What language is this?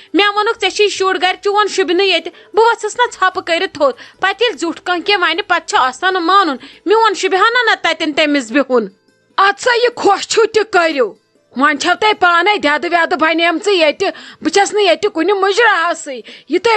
Kashmiri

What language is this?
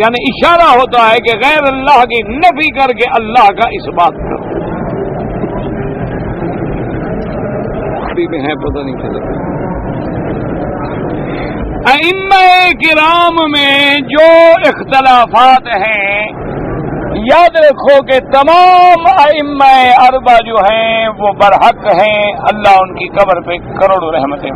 Urdu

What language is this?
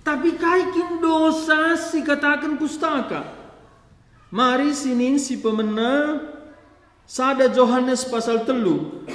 Batak Karo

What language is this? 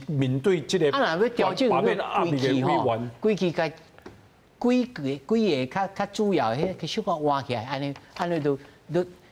Min Nan Chinese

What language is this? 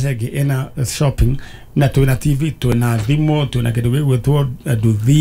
Kikuyu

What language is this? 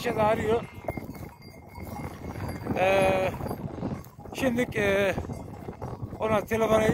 Turkish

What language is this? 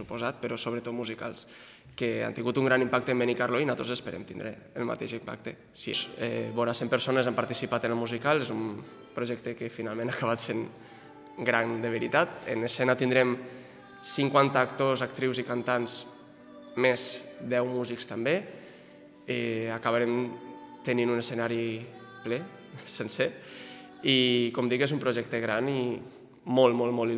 Catalan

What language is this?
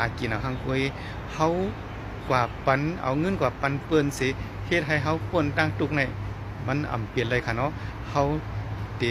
Shan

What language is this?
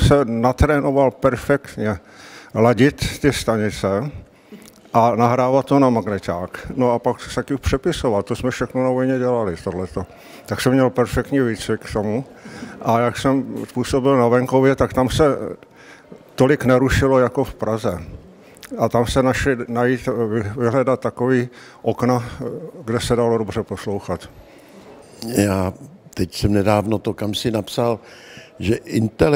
Czech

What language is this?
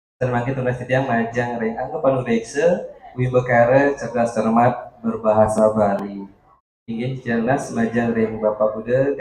Balinese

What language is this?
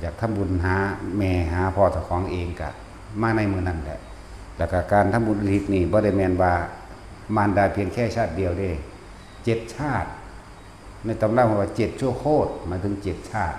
Northeastern Thai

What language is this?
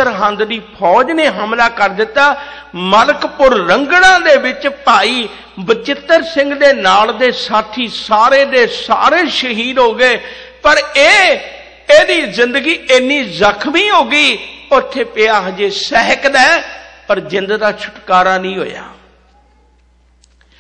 Punjabi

